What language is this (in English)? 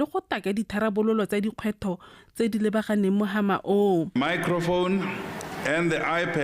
Tswana